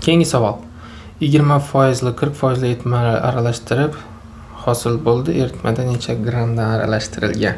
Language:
Uzbek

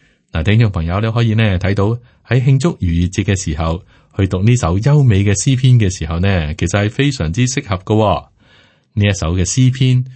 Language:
Cantonese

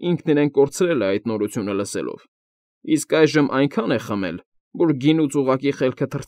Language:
Armenian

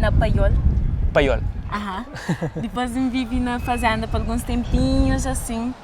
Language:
Kabuverdianu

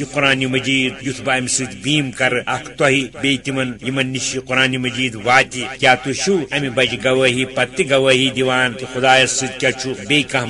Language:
Kashmiri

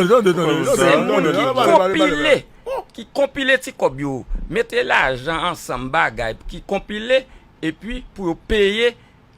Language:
Haitian Creole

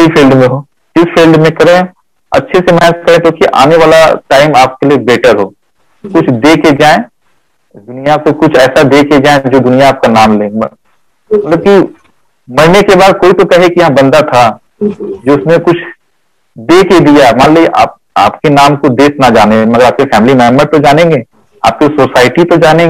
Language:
Hindi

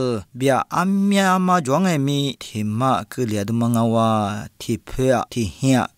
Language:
Lisu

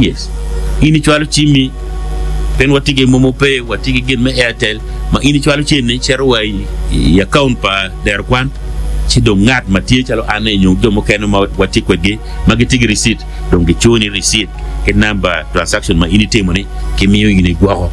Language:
Acoli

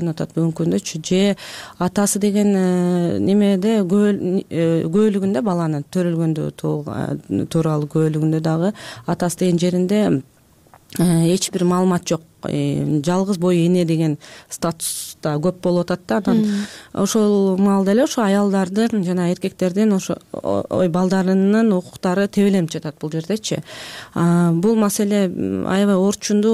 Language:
Kyrgyz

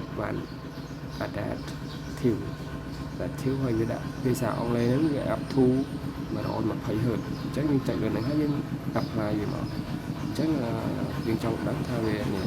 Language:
Khmer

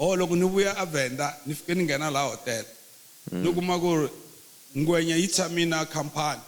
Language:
Tsonga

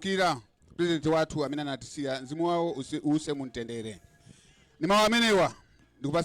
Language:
Nyanja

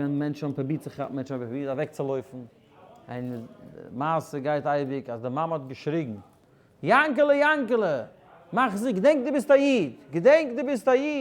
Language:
Yiddish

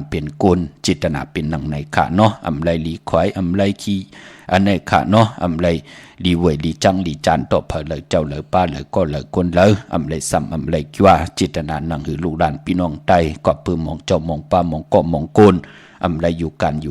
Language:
Shan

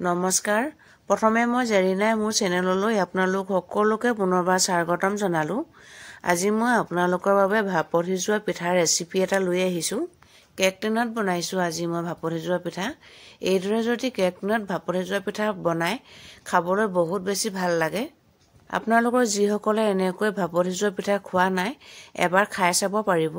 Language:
Assamese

